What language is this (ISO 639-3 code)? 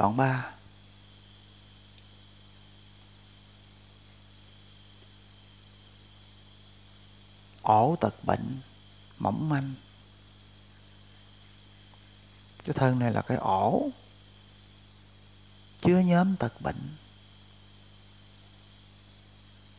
vie